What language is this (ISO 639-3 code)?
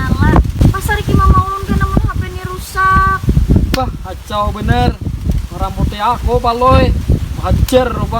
bjn